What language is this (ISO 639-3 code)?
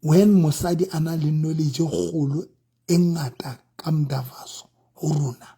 sot